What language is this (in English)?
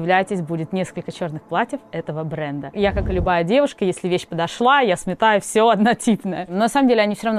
Russian